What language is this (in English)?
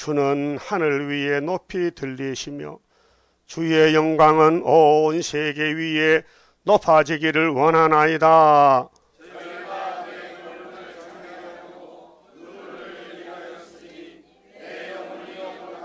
Korean